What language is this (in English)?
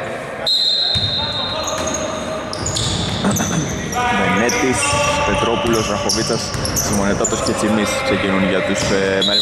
Greek